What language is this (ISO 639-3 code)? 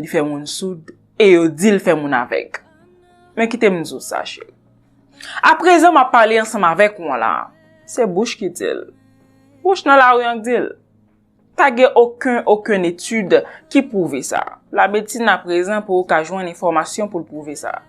hat